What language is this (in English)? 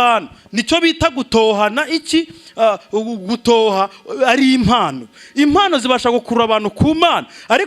Kinyarwanda